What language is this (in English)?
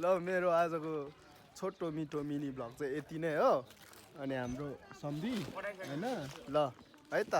Nepali